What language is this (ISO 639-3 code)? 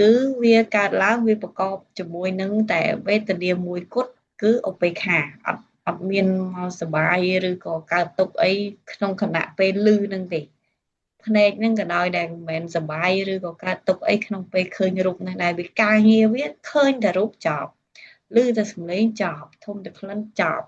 khm